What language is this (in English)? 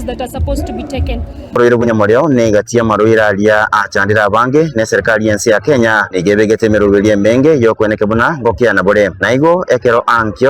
Gusii